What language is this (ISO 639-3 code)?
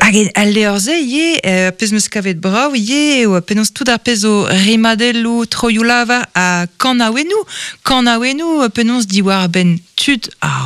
bre